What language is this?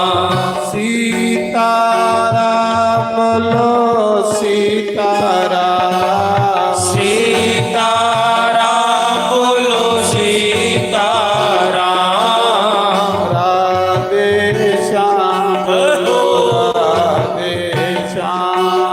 Dogri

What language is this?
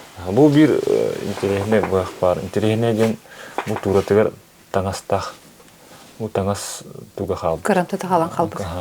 Yakut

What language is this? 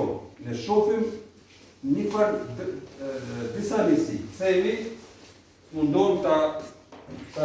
Albanian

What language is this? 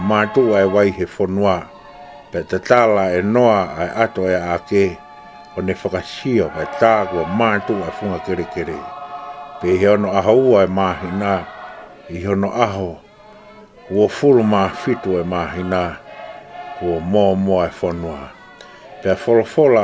Tongan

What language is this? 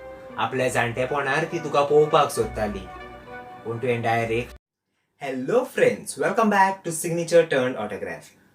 Konkani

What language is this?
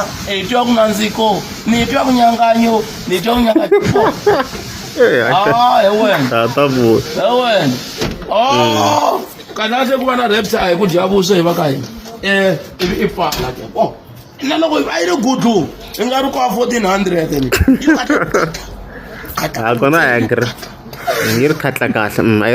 Tsonga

